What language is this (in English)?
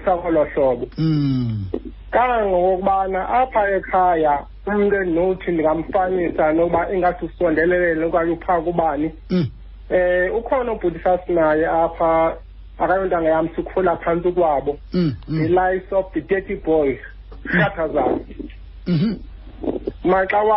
Xhosa